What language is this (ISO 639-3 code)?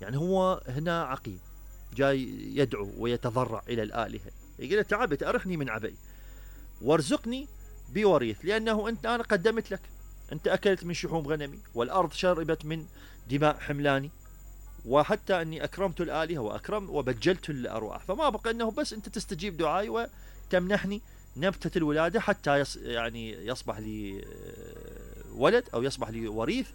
acm